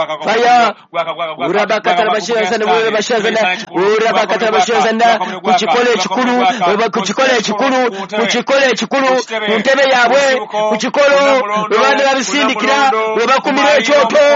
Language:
Ganda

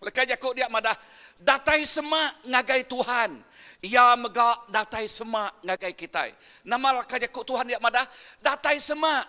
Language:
Iban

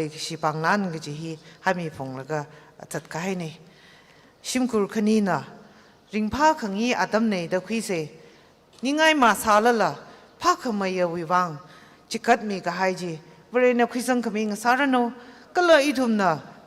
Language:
Tangkhul Naga (India)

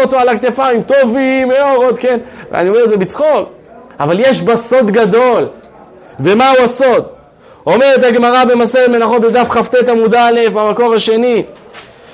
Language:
Hebrew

